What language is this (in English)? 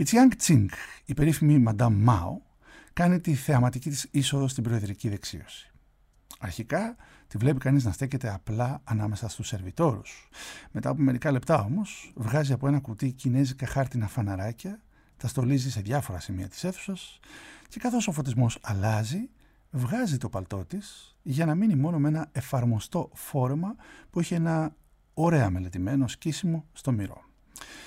Greek